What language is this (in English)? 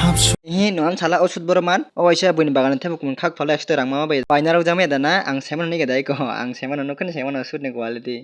Kok Borok